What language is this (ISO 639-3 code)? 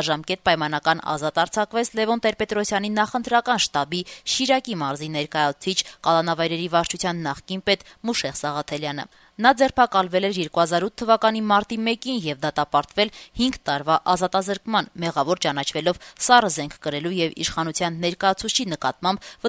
hye